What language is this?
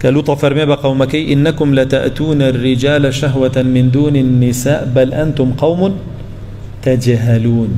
Central Kurdish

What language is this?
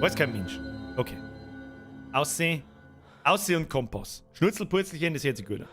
Bavarian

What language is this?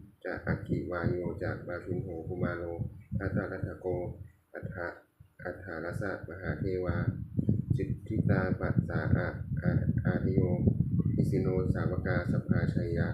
Pali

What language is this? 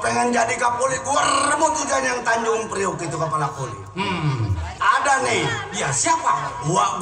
Betawi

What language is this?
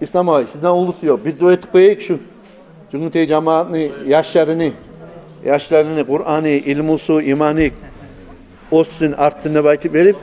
Kumyk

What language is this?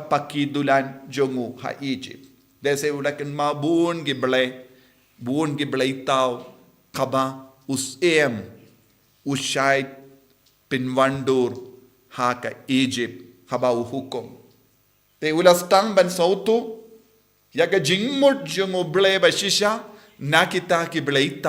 Khasi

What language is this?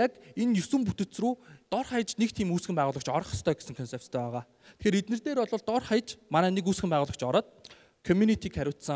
Mongolian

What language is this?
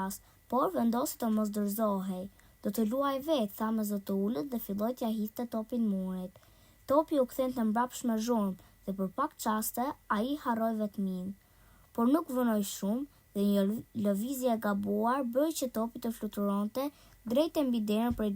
Albanian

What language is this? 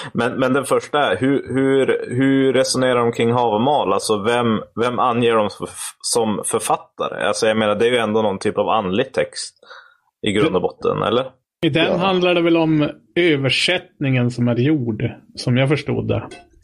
Swedish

